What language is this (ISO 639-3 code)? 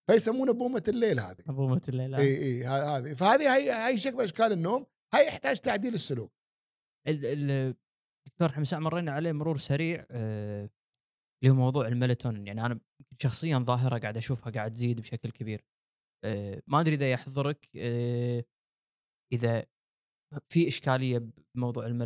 afb